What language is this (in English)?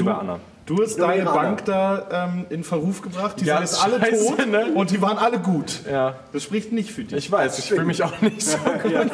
German